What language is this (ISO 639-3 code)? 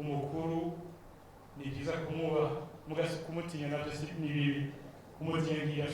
run